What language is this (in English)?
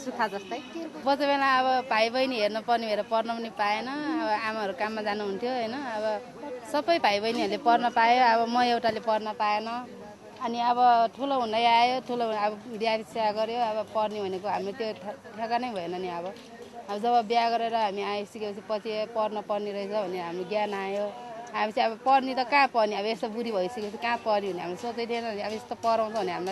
Nepali